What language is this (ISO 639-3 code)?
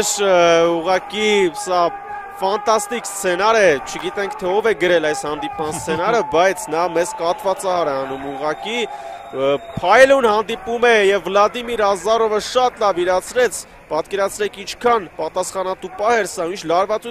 hye